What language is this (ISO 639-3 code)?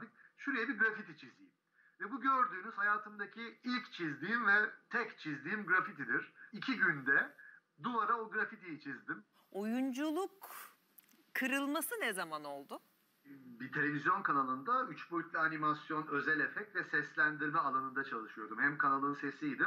tur